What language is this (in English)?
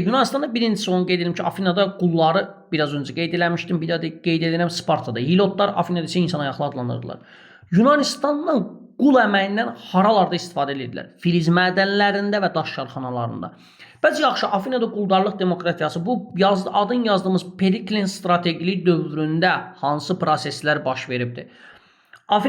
Azerbaijani